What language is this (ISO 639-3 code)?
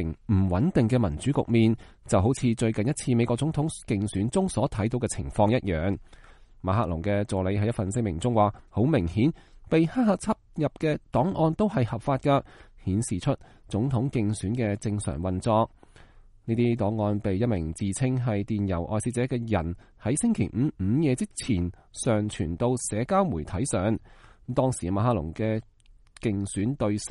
yue